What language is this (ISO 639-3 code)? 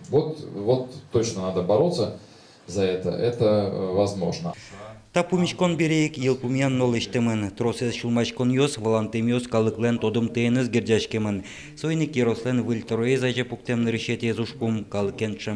udm